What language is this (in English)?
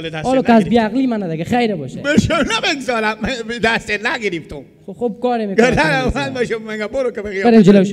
Persian